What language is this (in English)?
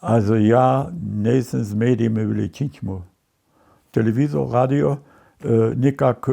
Upper Sorbian